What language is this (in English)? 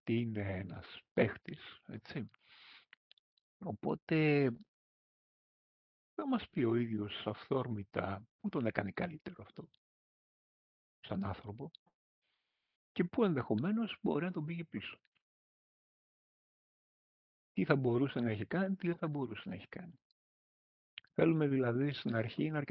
Greek